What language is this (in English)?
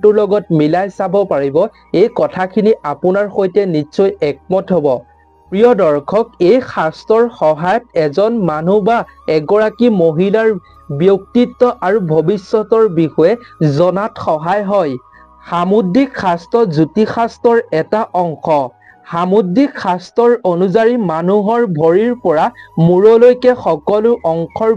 Assamese